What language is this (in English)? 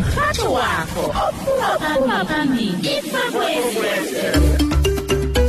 South Ndebele